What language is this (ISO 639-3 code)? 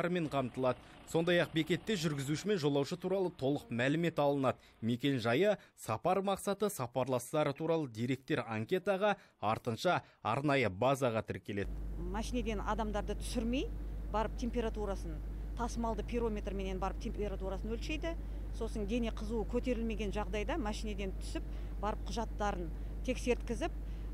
kaz